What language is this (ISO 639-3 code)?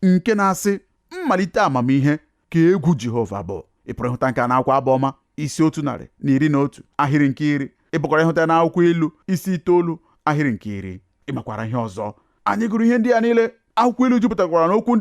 ibo